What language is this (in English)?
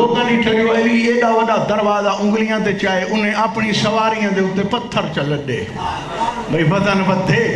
Saraiki